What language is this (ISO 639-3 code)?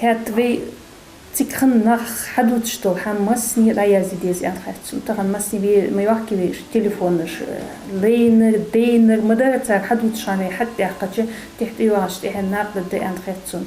inh